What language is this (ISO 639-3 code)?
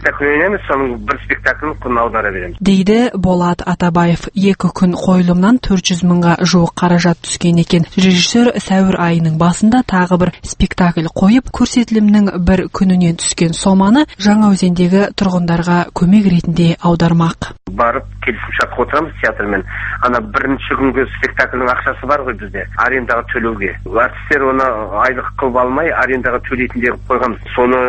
kaz